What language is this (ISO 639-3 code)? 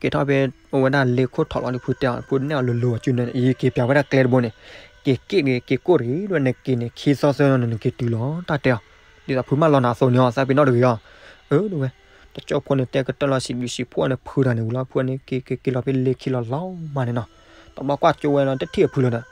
ksw